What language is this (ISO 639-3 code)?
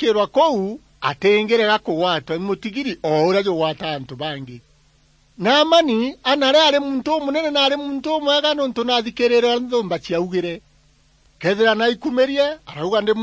mer